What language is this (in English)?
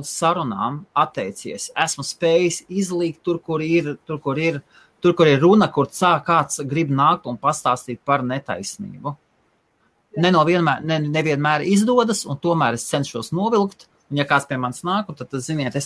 Latvian